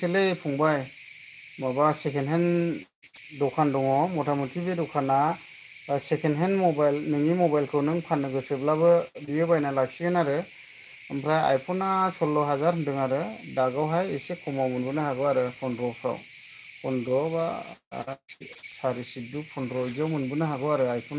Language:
Bodo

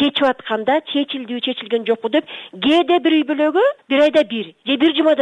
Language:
Kyrgyz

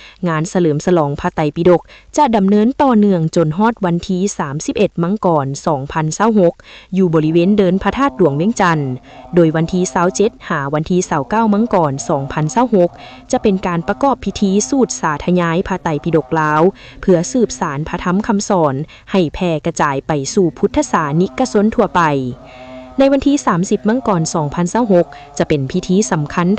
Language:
Lao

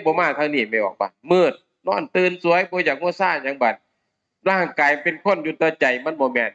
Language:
Northeastern Thai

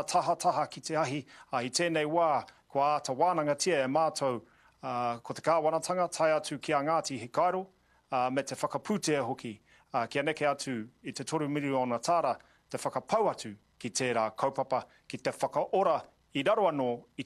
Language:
Māori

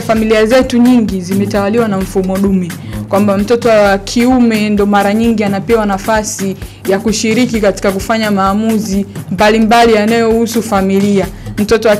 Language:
Swahili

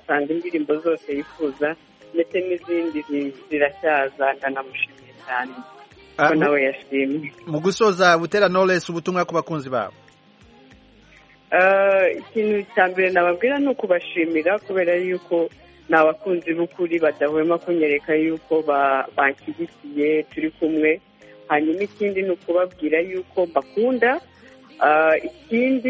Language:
Kinyarwanda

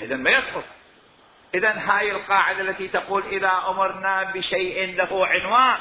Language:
Mesopotamian Arabic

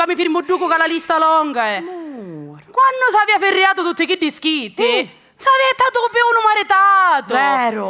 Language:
Sicilian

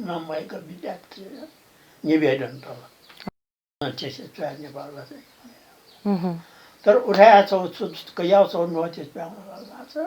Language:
Newari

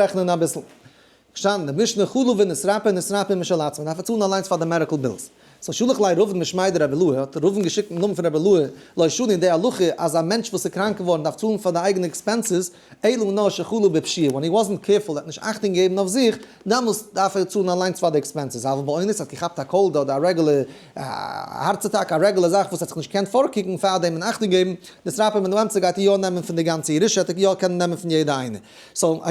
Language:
Yiddish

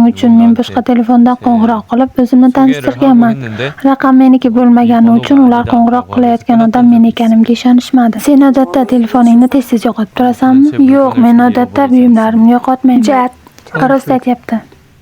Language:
Uzbek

